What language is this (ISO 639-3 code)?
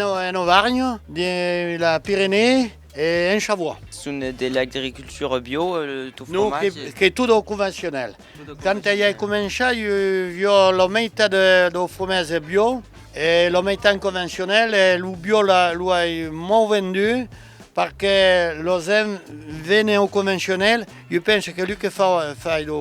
oci